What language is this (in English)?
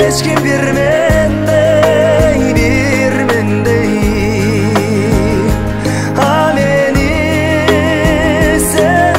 Kazakh